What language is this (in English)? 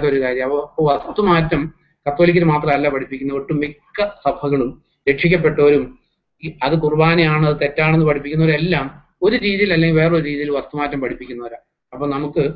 Malayalam